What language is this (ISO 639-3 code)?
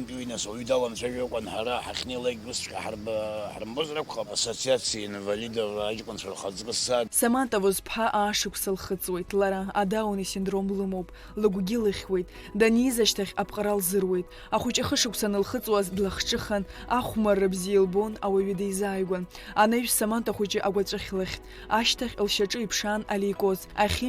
abk